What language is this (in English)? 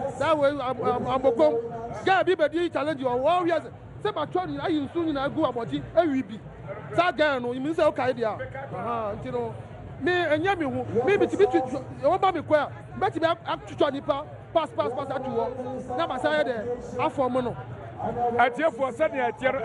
Akan